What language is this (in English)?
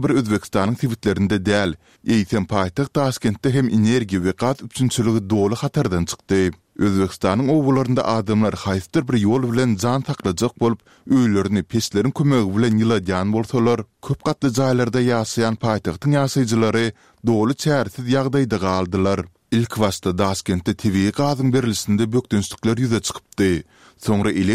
Turkmen